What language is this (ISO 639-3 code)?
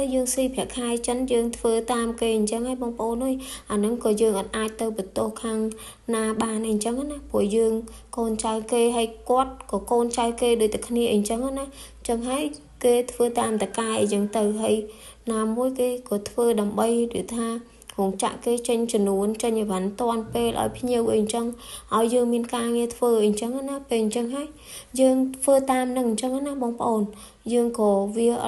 khm